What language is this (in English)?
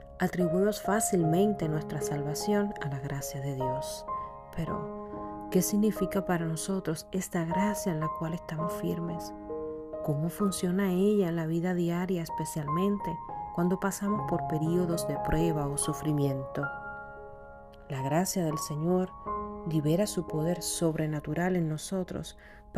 Spanish